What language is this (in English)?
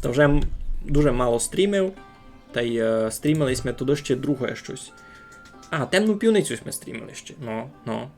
Rusyn